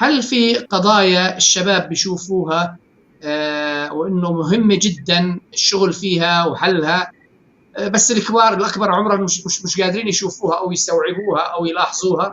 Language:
North Levantine Arabic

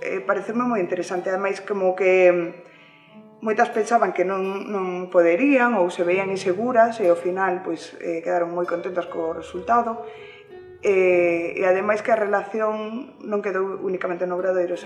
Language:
Galician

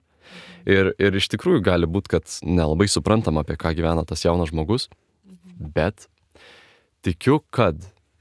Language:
Lithuanian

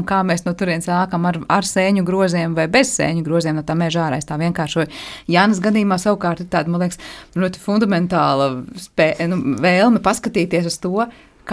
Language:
Latvian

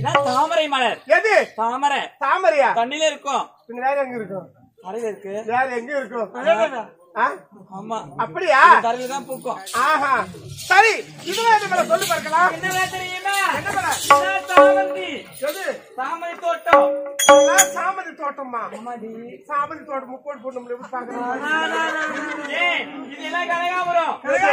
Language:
Tamil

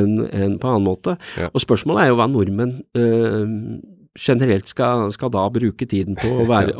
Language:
Norwegian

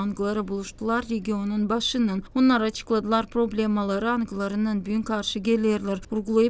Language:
Gagauz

